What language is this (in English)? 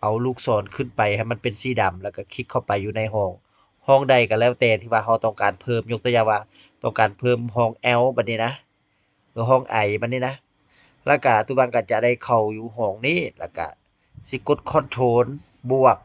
Lao